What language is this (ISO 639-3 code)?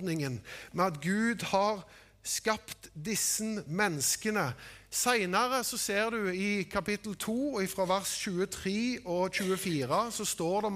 nor